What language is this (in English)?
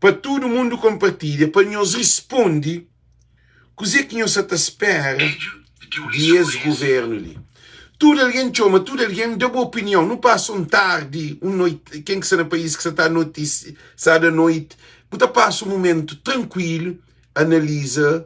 Kabuverdianu